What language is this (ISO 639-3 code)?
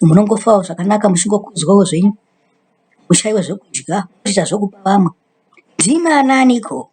sna